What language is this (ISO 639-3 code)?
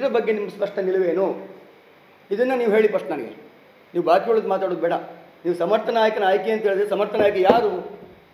kan